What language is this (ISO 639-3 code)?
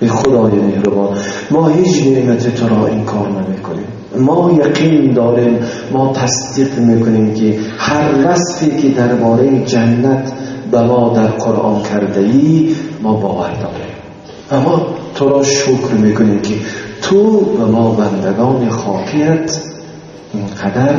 tgk